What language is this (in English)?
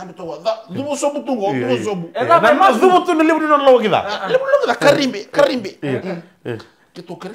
Fijian